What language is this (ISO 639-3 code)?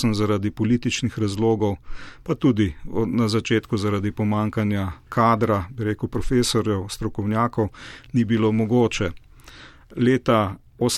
slv